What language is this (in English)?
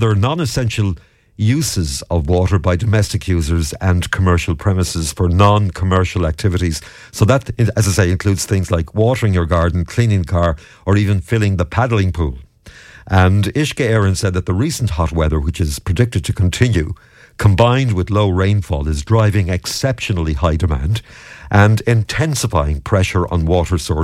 English